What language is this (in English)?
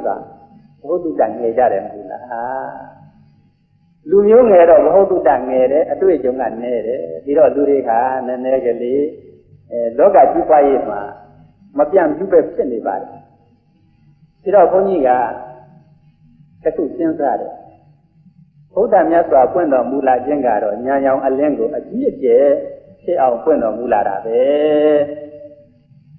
Burmese